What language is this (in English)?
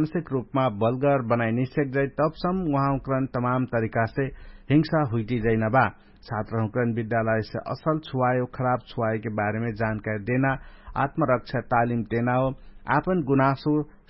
Dangaura Tharu